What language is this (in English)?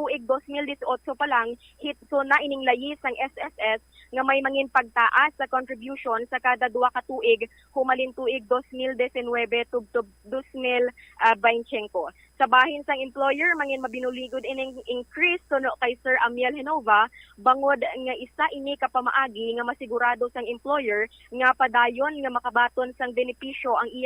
Hiligaynon